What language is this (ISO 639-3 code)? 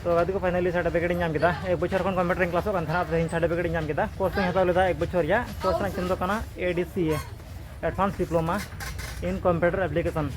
sat